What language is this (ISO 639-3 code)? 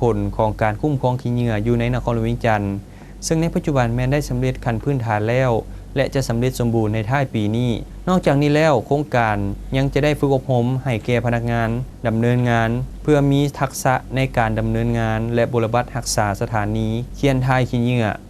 lao